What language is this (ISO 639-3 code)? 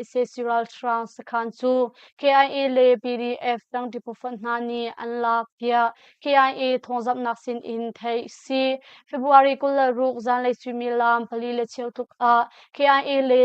cnh